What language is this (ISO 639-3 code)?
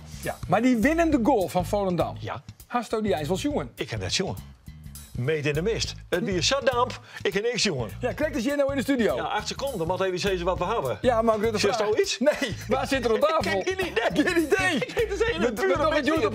fry